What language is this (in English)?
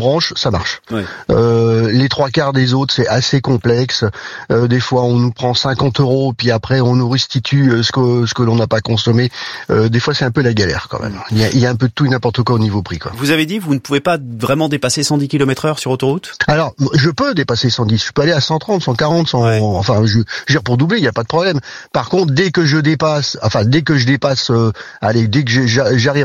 French